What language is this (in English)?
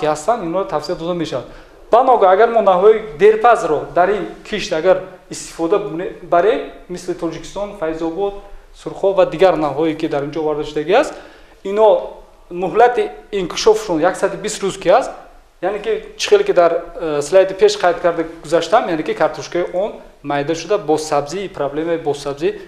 Tajik